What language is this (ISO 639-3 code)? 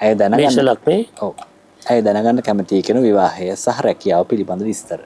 sin